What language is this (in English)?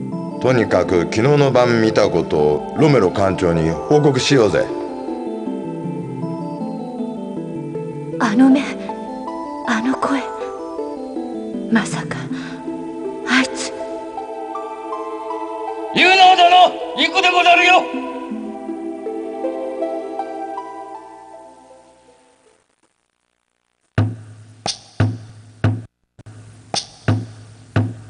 Japanese